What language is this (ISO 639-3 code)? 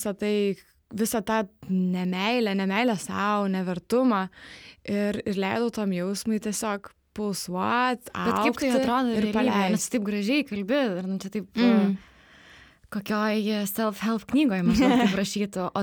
lit